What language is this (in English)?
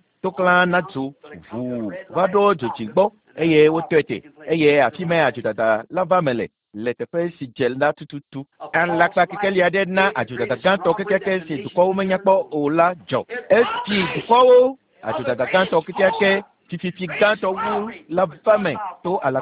Ewe